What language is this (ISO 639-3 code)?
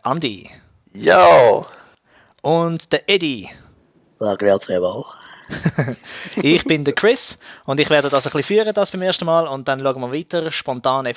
gsw